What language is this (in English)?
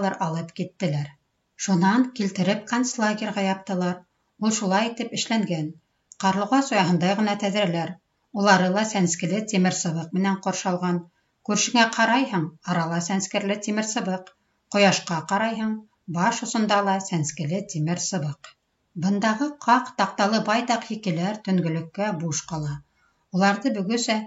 Bashkir